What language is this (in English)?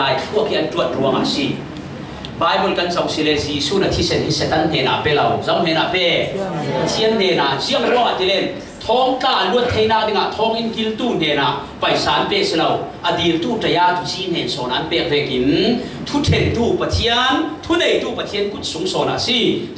Falam Chin